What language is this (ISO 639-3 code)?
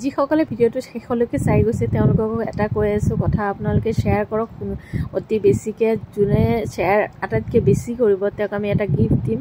asm